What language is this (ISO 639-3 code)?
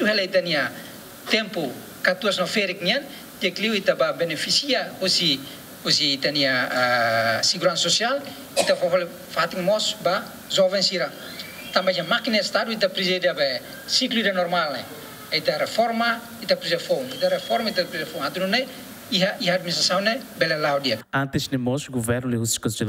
tet